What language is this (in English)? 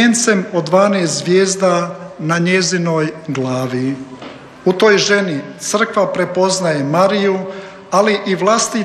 Croatian